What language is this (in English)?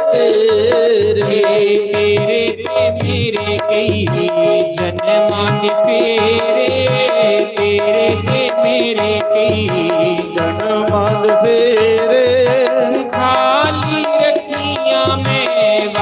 Dogri